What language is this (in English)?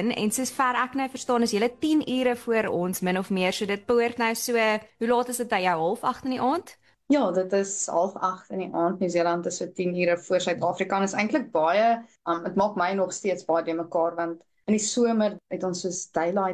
Afrikaans